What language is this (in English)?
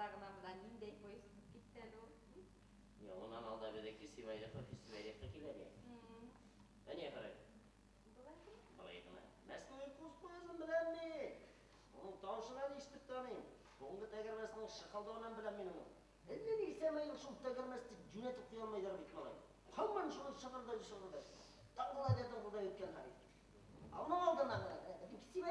Bashkir